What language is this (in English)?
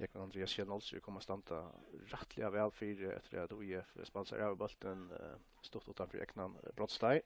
Faroese